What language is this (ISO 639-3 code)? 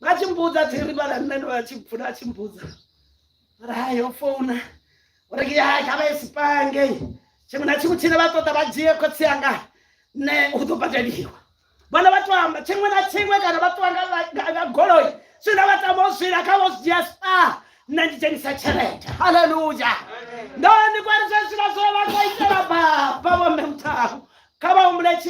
ven